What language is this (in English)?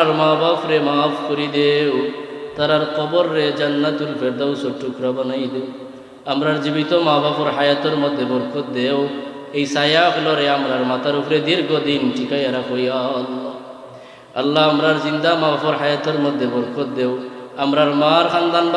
Sylheti